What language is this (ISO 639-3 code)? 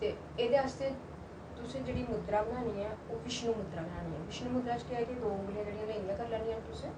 doi